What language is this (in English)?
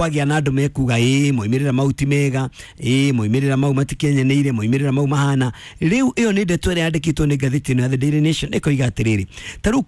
Kikuyu